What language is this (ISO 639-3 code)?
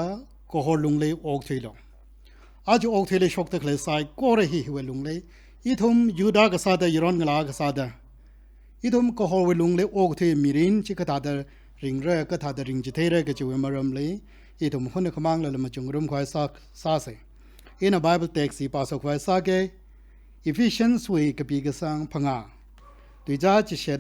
nmf